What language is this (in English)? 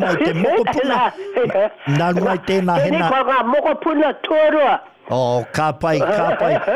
Māori